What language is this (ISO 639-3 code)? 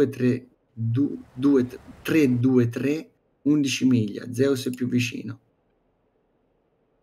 ita